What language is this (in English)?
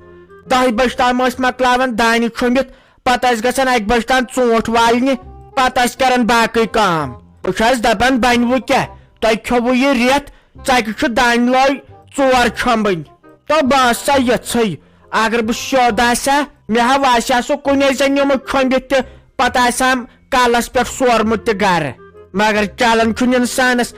Kashmiri